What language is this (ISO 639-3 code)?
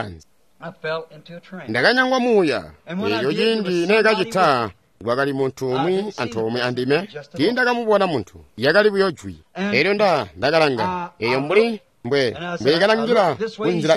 toi